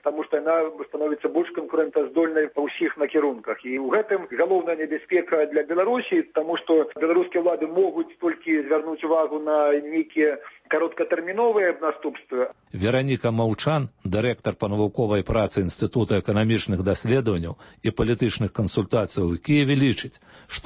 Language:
Belarusian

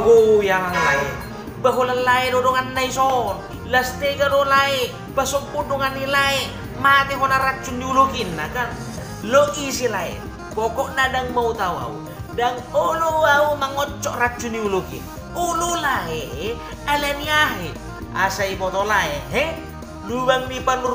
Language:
Batak Toba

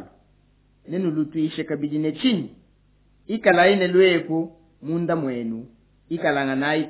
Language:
Luba-Lulua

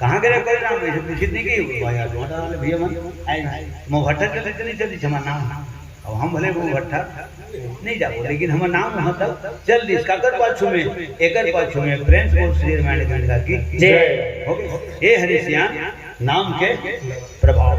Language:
Chhattisgarhi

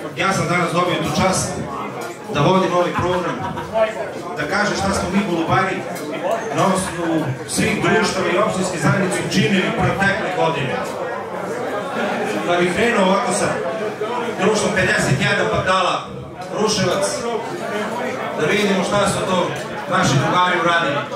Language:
Serbian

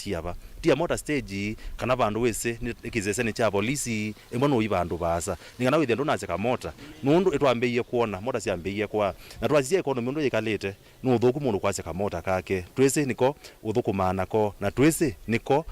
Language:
Kamba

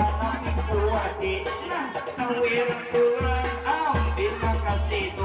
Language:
Banjar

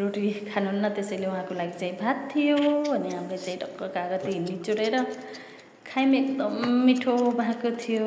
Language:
Nepali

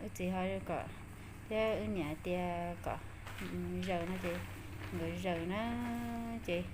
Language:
Hmong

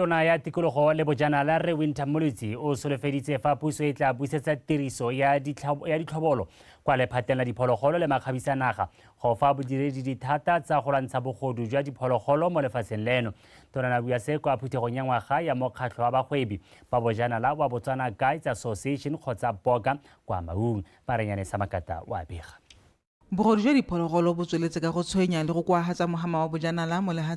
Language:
Tswana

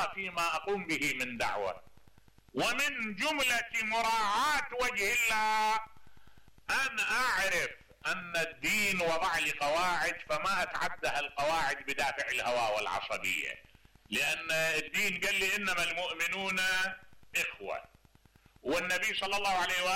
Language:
Mesopotamian Arabic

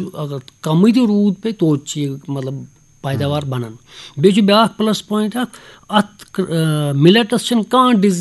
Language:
Kashmiri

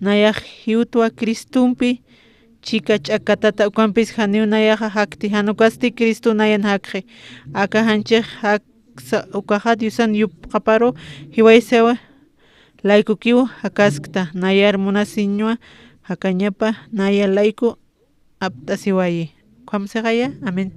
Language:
Aymara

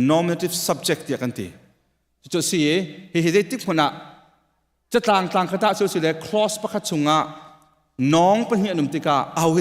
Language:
Hakha Chin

